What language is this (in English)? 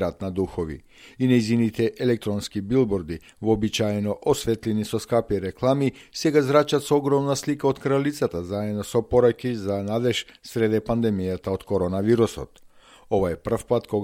Macedonian